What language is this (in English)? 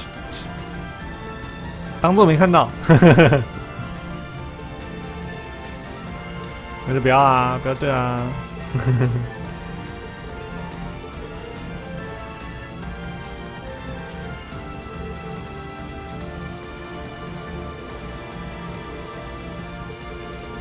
Chinese